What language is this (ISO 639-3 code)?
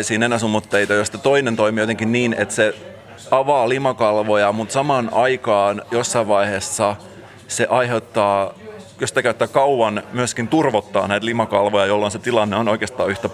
fin